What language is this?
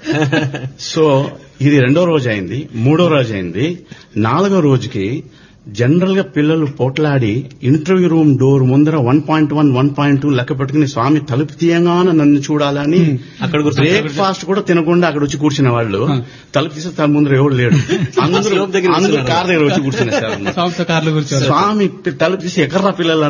Telugu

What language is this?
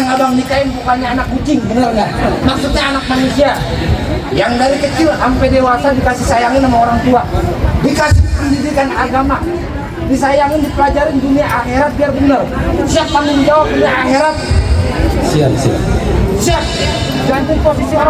Betawi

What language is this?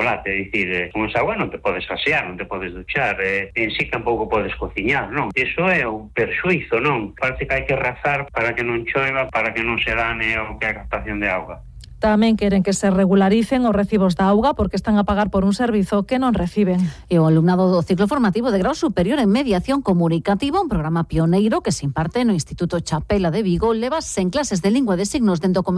Galician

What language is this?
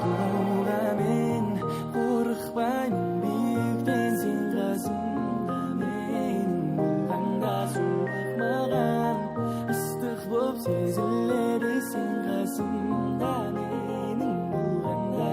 Kara-Kalpak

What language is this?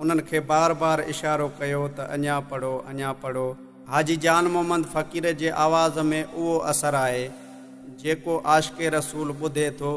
Sindhi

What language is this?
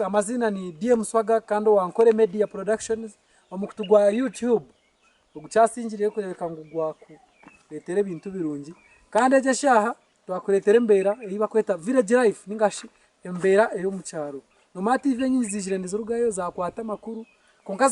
Nyankole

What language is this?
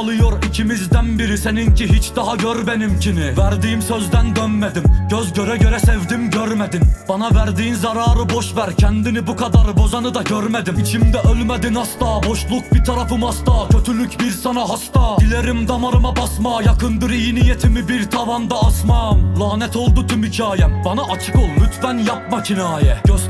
Turkish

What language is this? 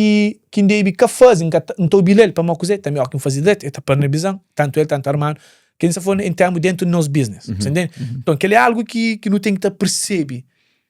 Kabuverdianu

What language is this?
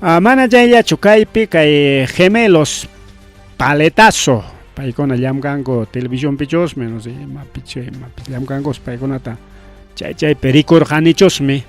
Ayacucho Quechua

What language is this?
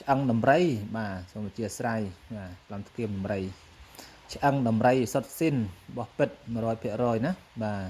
Khmer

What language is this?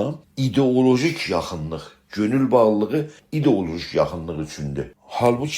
South Azerbaijani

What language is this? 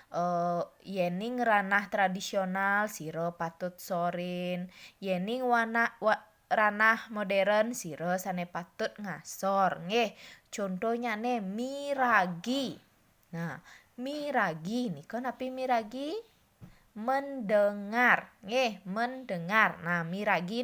Balinese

